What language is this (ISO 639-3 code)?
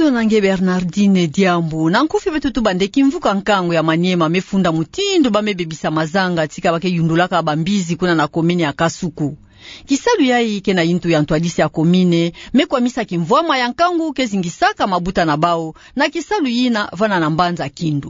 ktu